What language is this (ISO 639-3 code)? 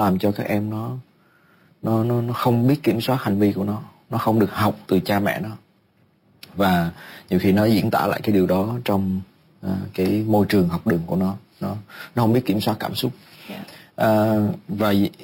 vie